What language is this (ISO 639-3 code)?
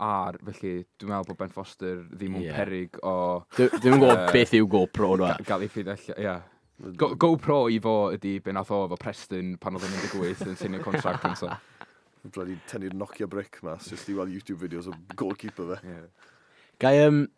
cym